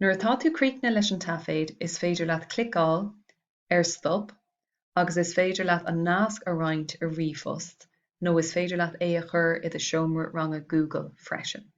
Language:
Irish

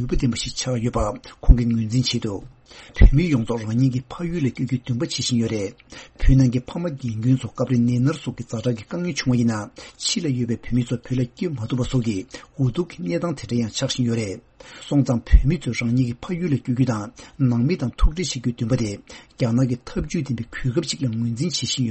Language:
Tibetan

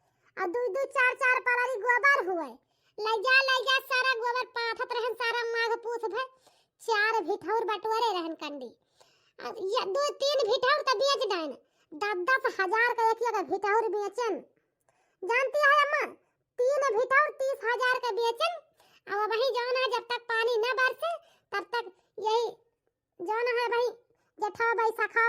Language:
Awadhi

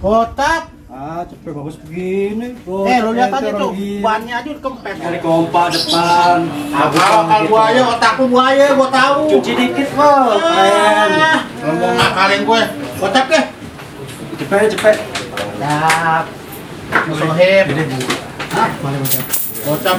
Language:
Betawi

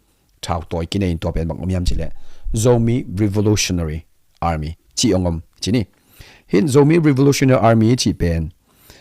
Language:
Tedim Chin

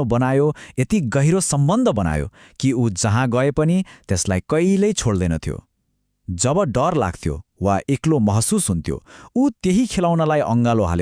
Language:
Nepali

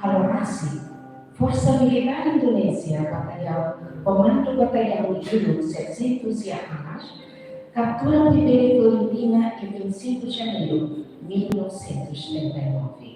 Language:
Tetum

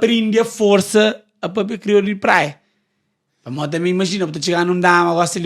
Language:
Kabuverdianu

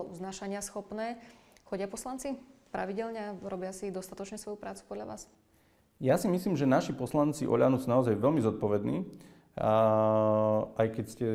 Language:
Slovak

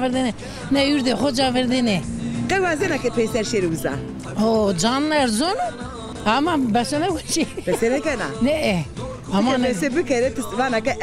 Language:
Zaza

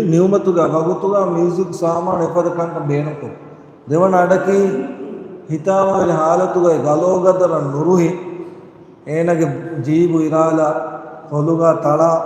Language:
Divehi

